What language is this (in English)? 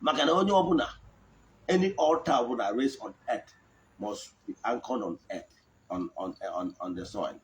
Igbo